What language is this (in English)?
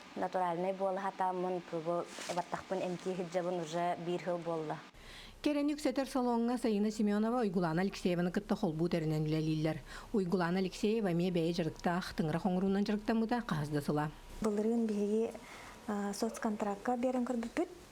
Yakut